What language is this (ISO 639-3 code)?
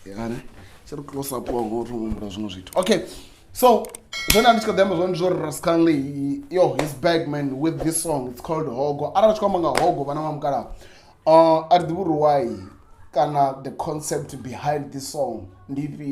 ven